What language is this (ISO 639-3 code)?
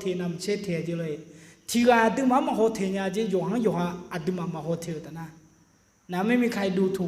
ahk